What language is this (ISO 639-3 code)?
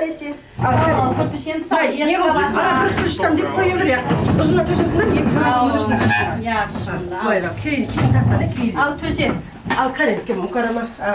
kaa